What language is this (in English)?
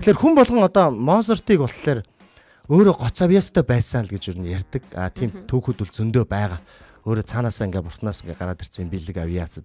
Mongolian